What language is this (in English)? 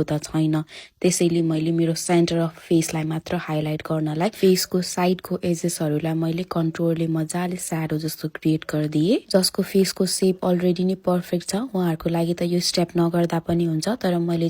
Nepali